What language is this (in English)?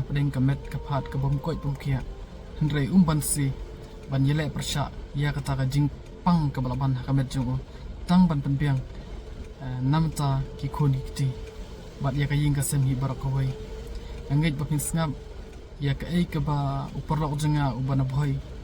Khasi